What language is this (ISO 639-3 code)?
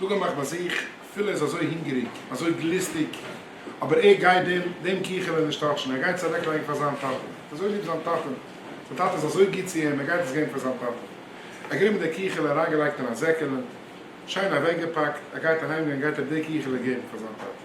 yid